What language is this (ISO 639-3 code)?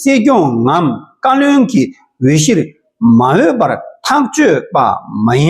bod